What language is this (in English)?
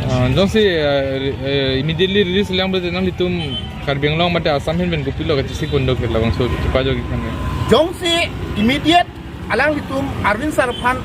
Karbi